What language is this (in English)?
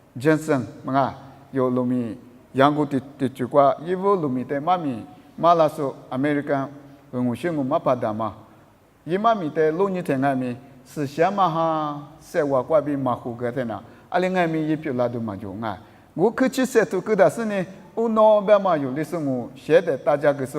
Lisu